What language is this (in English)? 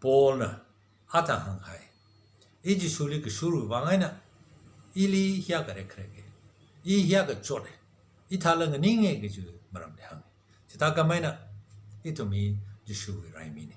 Tangkhul Naga (India)